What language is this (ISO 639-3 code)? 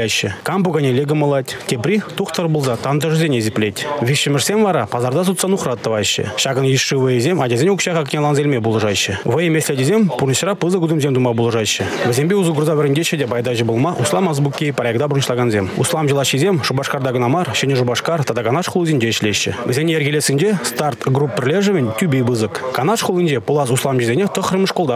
chv